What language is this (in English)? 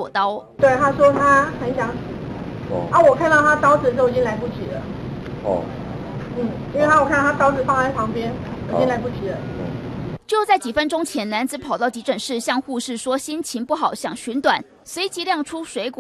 Chinese